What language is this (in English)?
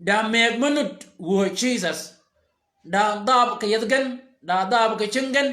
Shilluk